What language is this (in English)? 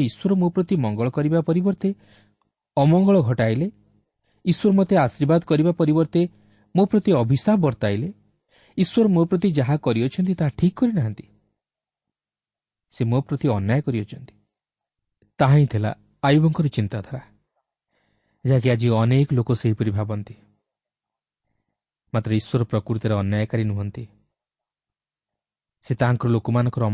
Odia